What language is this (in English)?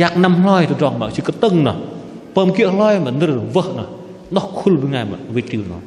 Bahnar